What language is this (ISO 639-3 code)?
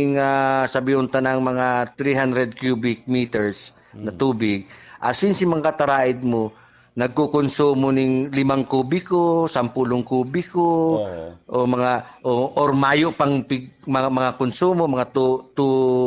bik